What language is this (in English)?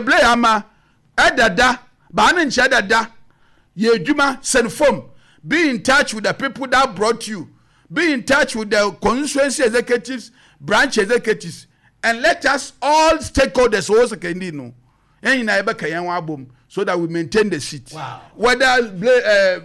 Akan